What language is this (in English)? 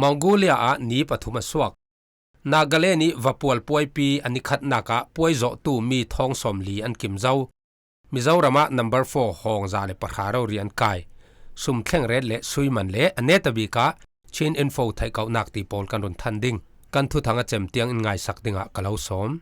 Falam Chin